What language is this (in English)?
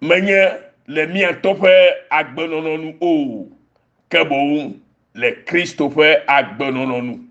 Ewe